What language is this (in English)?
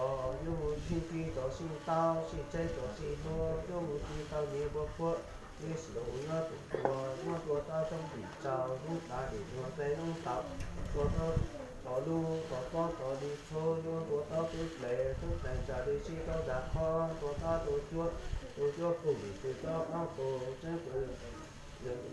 Hmong